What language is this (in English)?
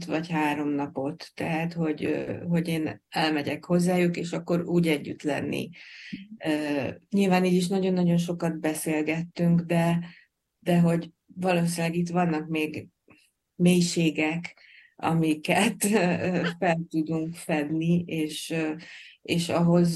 Hungarian